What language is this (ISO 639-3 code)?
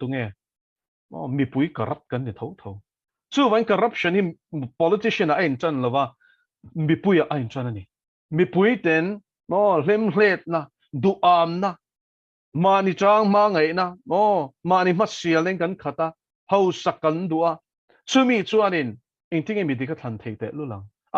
lus